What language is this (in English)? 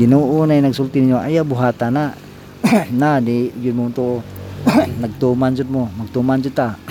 Cebuano